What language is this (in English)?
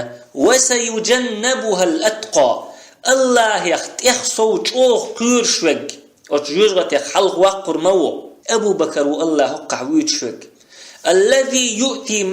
Chechen